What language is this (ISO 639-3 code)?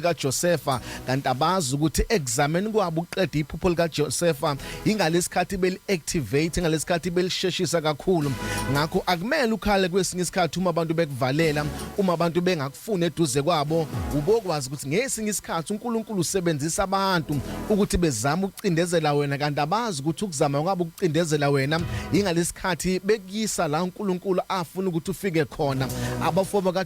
zul